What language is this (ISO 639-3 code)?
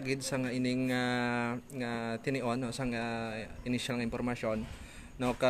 hil